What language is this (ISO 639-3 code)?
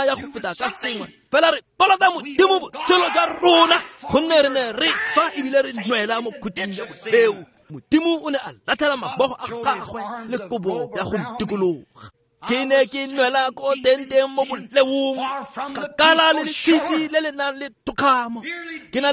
tsn